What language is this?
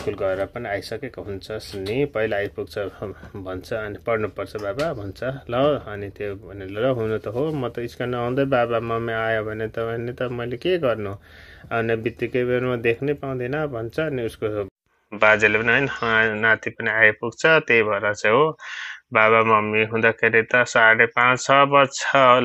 Nepali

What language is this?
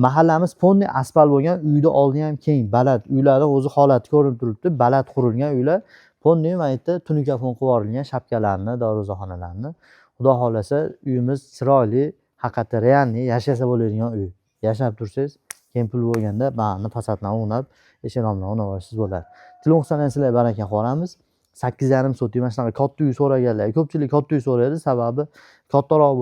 Uzbek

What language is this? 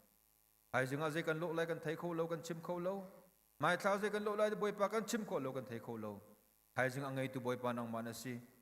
Hakha Chin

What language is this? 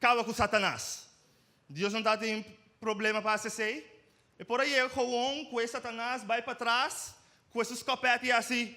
Papiamento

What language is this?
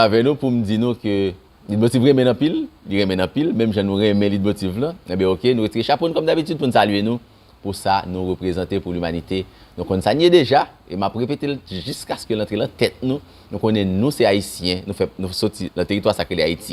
Haitian Creole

